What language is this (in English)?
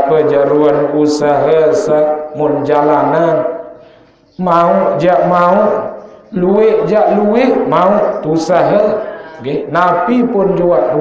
Sasak